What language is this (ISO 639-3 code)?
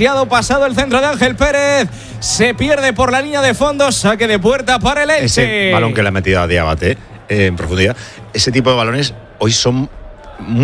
spa